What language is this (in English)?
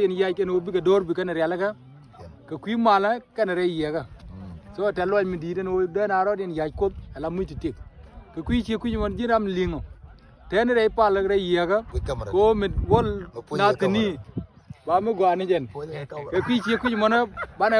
Nuer